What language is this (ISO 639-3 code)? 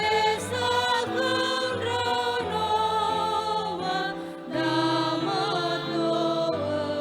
nia